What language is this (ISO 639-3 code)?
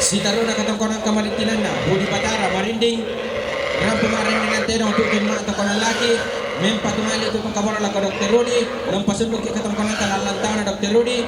sda